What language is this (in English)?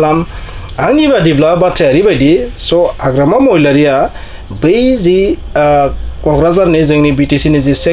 Bodo